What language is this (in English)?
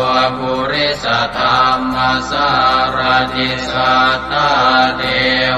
Pali